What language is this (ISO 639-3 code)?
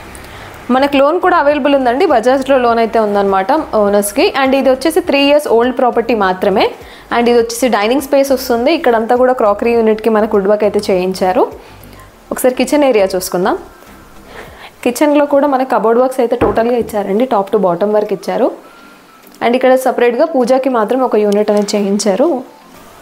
tel